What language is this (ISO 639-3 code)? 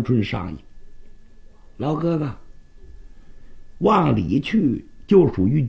zho